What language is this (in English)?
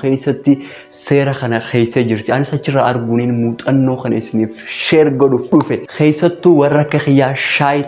Oromo